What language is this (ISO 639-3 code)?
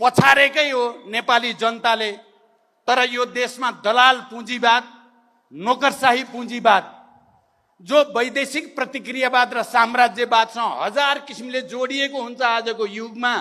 nep